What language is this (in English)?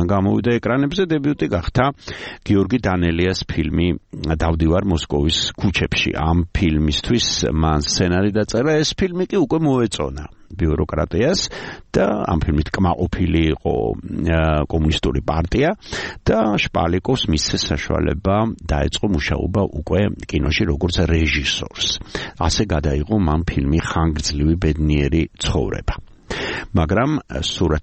Georgian